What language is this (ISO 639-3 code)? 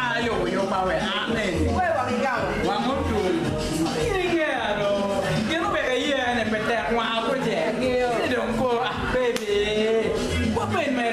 ach